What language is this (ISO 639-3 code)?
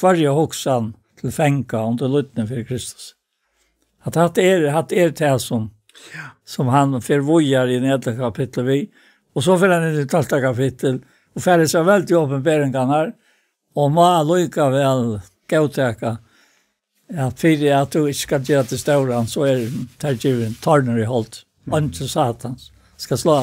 fao